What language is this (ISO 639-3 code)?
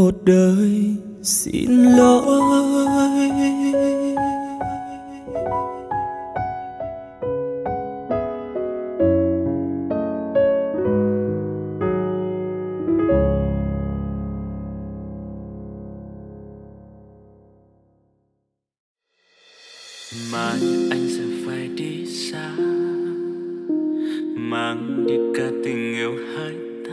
vie